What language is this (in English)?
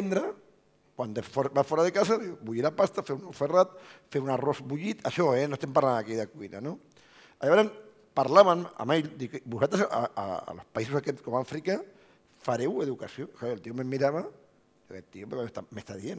Catalan